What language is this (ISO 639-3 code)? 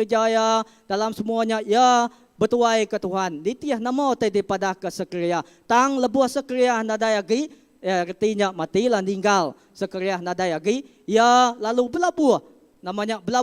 iba